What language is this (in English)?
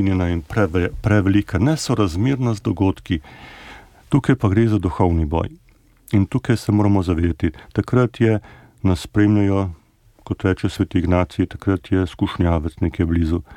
Slovenian